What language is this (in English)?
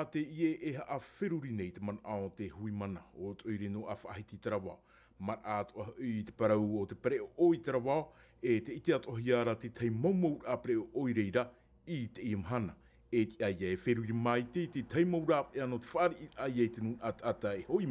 Tahitian